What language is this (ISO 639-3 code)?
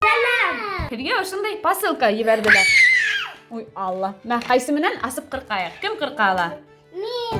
bak